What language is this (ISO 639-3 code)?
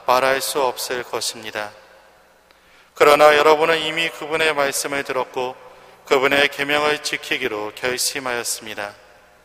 kor